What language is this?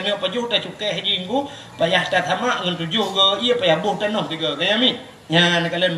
Achinese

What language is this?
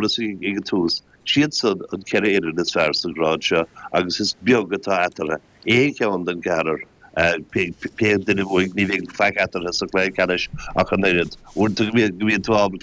Irish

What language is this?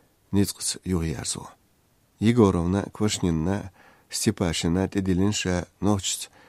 Chechen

